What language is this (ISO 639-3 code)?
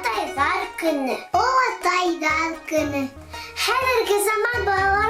bak